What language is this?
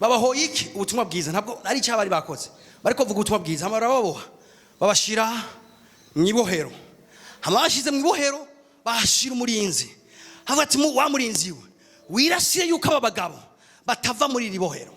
Rundi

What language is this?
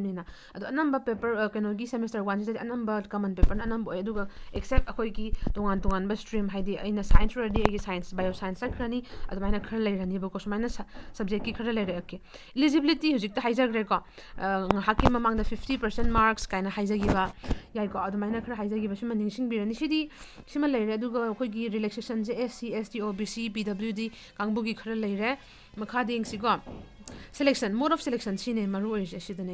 Manipuri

